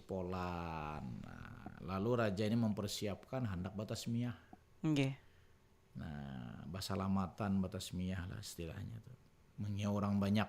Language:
Banjar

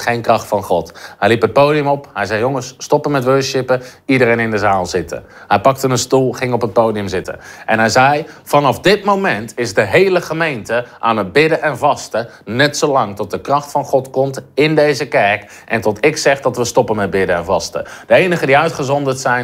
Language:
Dutch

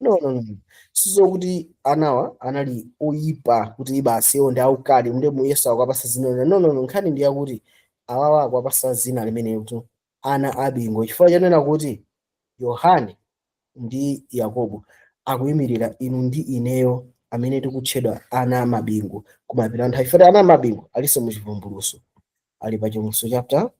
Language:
Nyanja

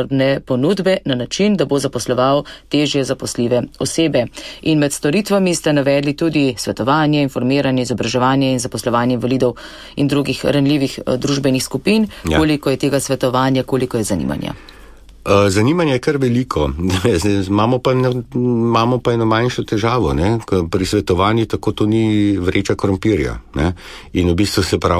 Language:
Slovenian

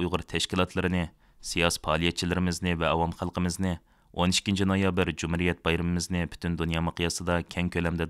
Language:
Uyghur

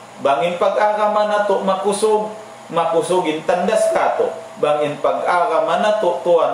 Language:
Tausug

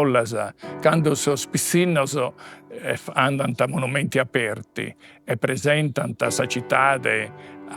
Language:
Sardinian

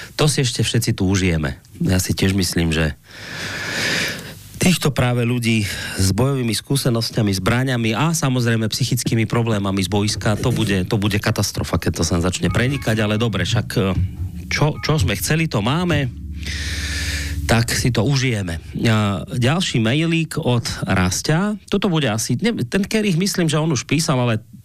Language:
Slovak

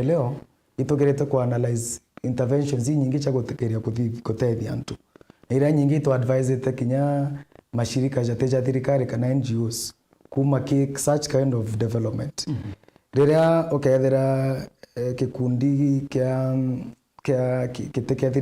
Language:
Meru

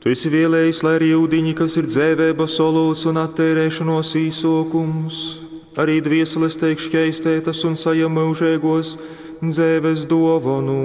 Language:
Latgalian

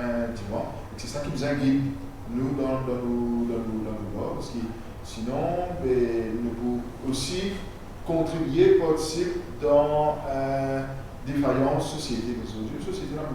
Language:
Morisyen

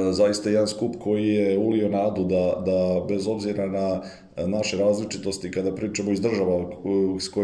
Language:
Bosnian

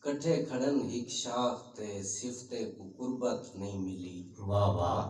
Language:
Saraiki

